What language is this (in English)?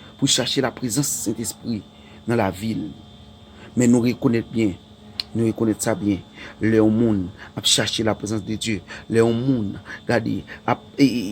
Haitian Creole